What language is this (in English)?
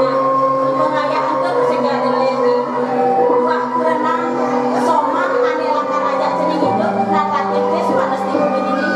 Balinese